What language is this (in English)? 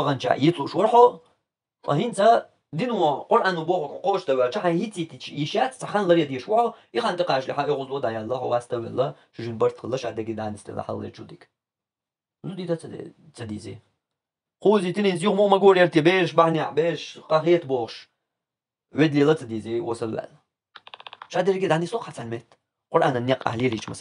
Chechen